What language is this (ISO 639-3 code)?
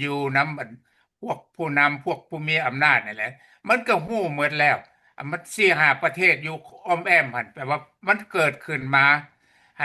lao